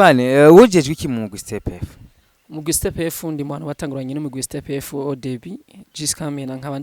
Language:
Rundi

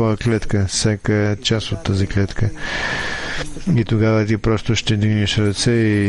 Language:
Bulgarian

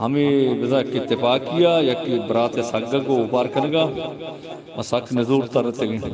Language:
Eastern Balochi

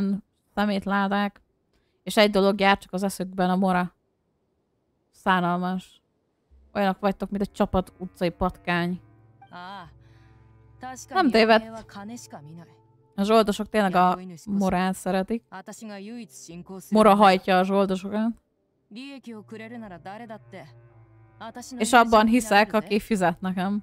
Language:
Hungarian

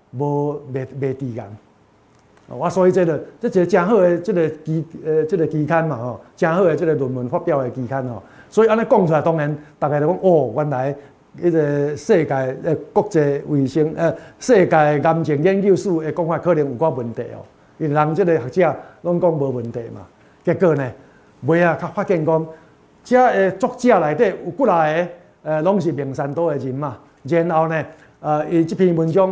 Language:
Min Nan Chinese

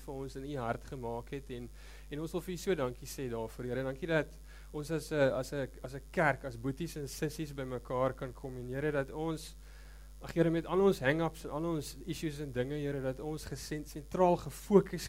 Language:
Afrikaans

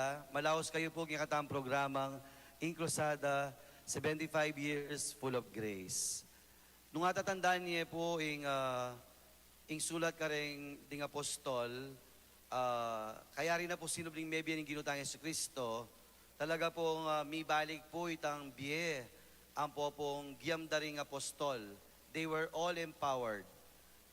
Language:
Pampanga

